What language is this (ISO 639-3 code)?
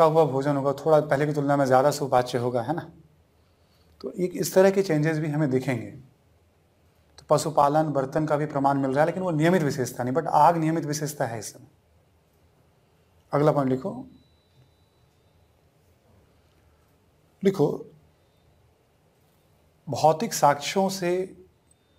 hin